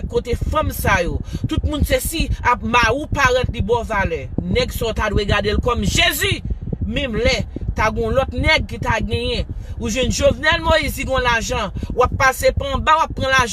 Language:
Haitian Creole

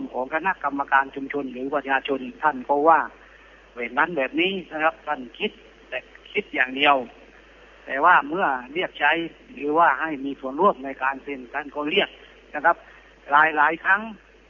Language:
Thai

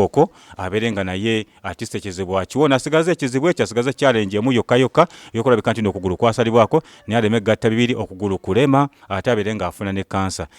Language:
Ganda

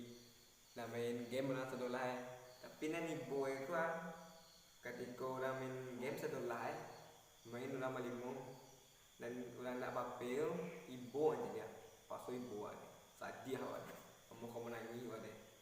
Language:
Minangkabau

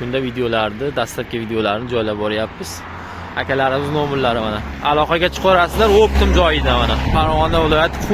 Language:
Uzbek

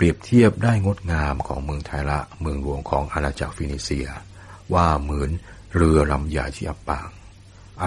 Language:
Thai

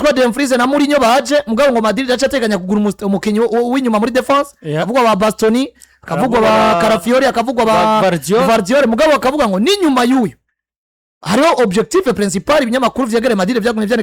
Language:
Rundi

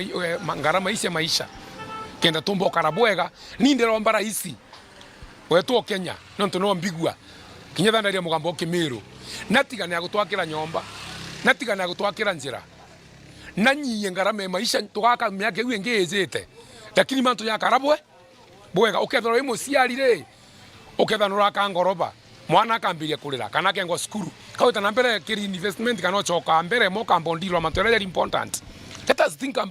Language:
Meru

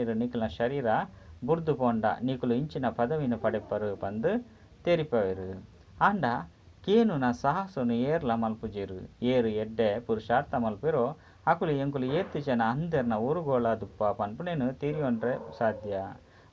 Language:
Tulu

